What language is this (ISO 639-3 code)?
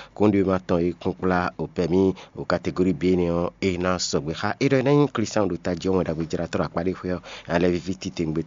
fon